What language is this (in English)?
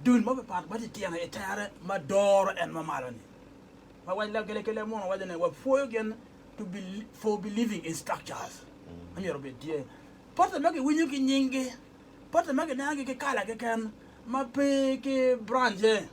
Acoli